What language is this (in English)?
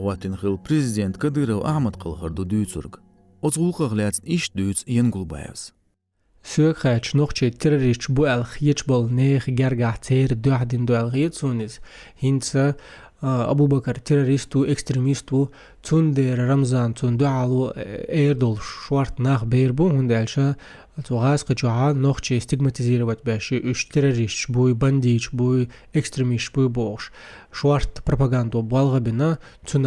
Chechen